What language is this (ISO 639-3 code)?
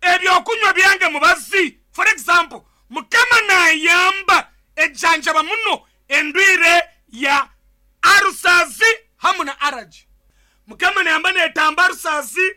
nyn